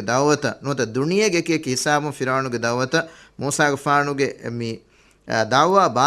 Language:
Divehi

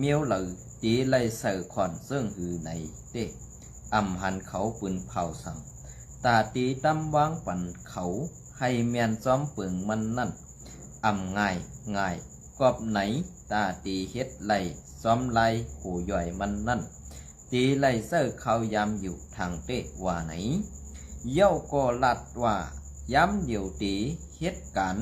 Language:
Shan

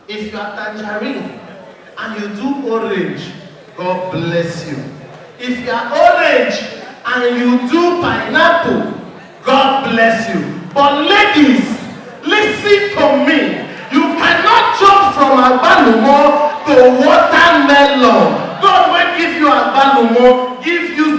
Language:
Nigerian Pidgin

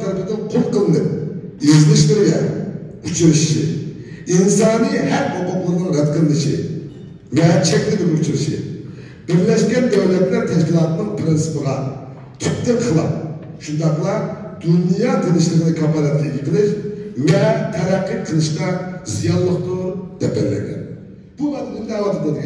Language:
Uyghur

